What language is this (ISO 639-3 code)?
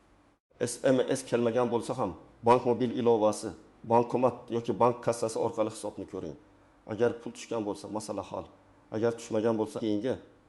uzb